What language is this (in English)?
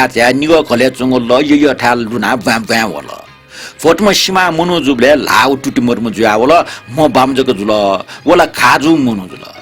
Newari